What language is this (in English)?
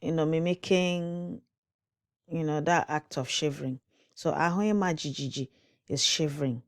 Igbo